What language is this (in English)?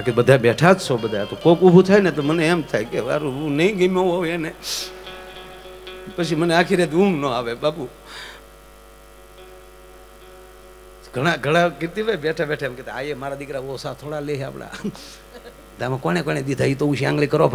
Gujarati